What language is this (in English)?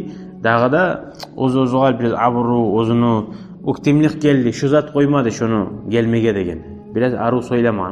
Kumyk